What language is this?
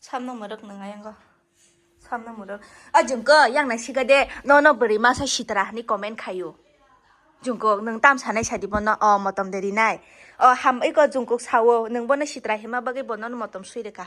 Kok Borok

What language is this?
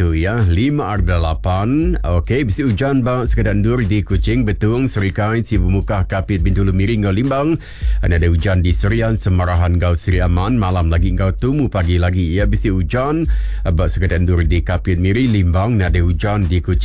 Iban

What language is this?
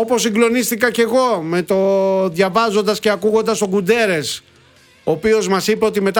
Greek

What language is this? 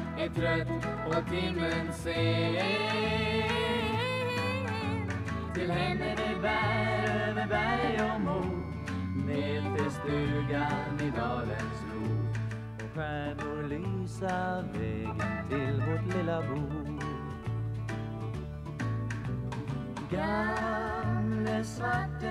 Swedish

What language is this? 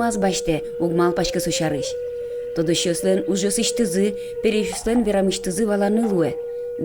Udmurt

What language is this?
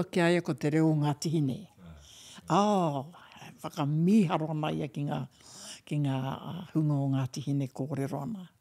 Māori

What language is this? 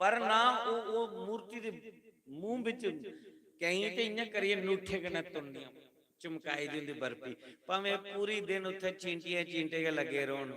Dogri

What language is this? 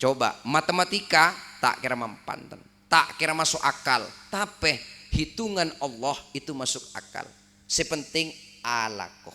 Madurese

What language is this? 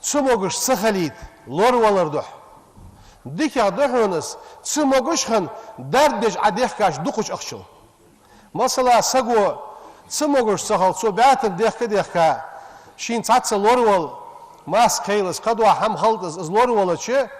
Ingush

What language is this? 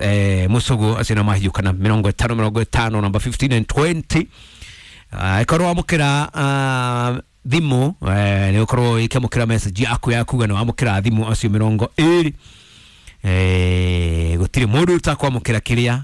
Kikuyu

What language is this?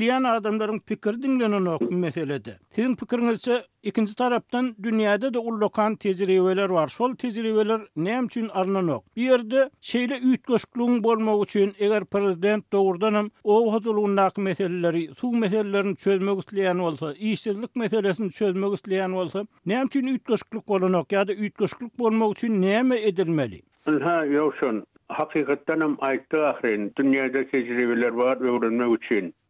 Turkmen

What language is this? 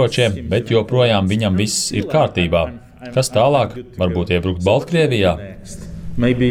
Latvian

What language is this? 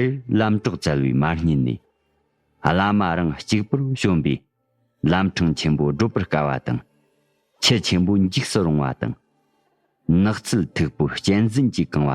Tibetan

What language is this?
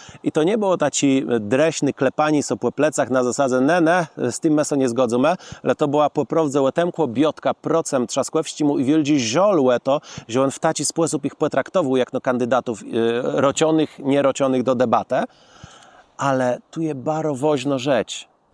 Kashubian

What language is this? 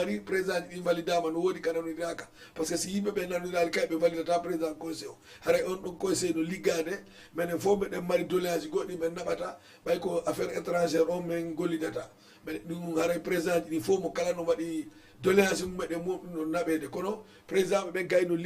Fula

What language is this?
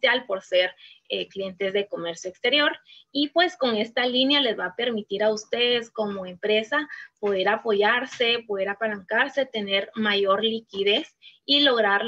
Spanish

